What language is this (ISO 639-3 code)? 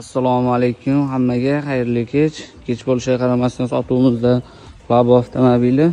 uzb